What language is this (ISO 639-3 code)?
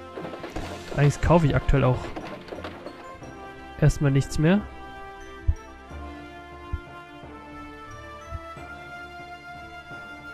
deu